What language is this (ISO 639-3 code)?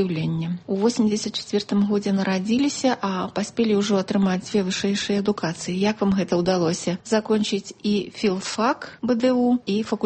bel